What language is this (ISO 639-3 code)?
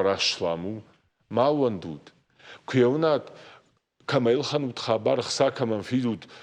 oss